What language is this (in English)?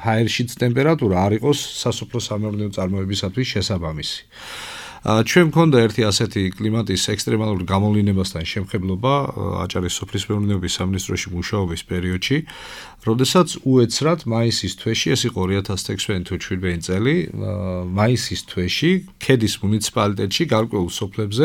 Georgian